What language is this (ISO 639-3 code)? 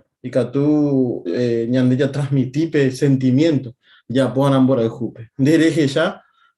grn